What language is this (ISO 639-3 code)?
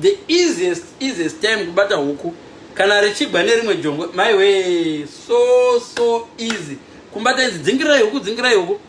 sna